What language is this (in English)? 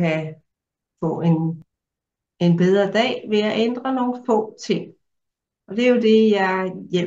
Danish